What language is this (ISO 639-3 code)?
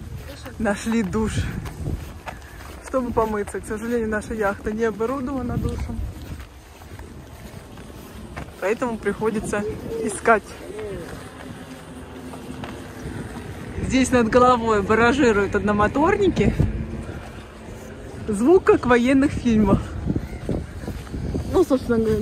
rus